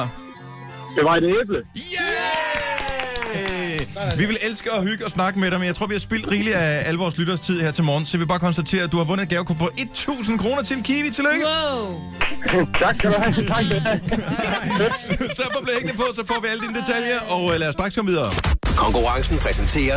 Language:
Danish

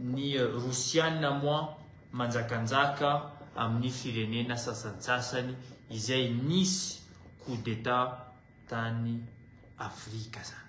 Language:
Malagasy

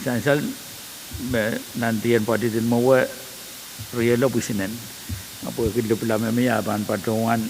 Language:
Pohnpeian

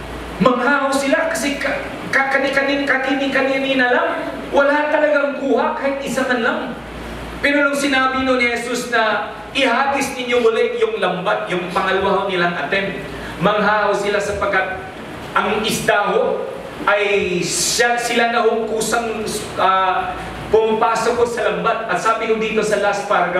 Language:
Filipino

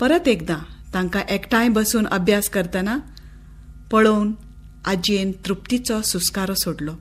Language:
Konkani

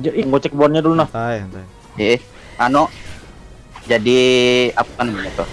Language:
Banjar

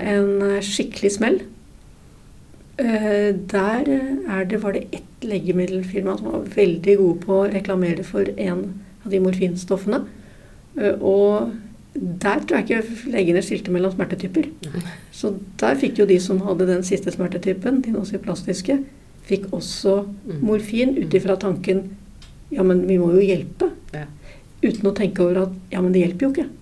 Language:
Norwegian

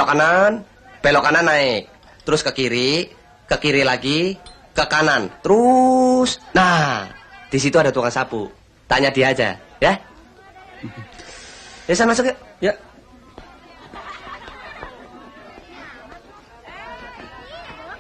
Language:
Indonesian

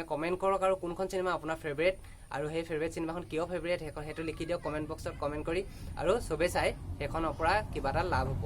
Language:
Assamese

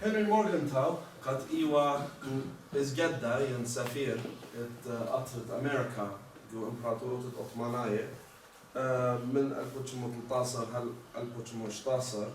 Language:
Assyrian Neo-Aramaic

